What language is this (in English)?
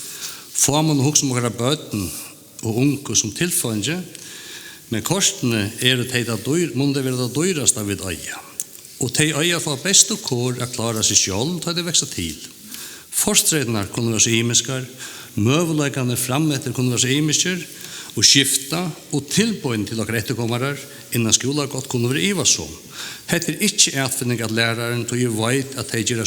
Faroese